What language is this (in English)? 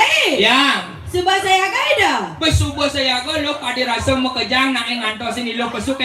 Balinese